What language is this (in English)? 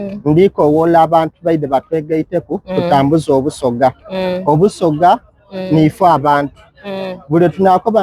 Soga